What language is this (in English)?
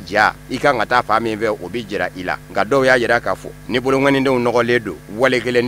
Bambara